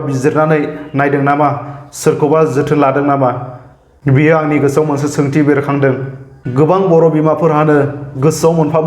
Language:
Bodo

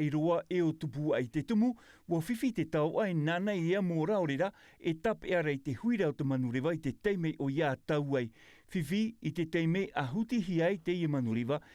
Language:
Tahitian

